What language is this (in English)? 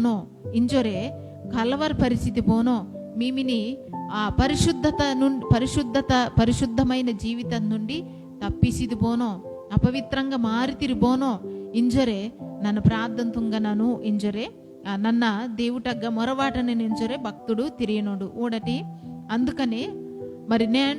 Koya